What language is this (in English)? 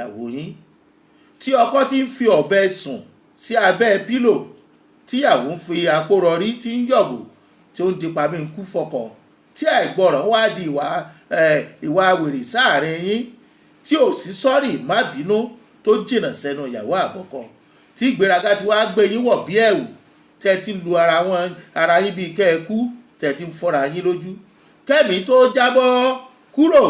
Yoruba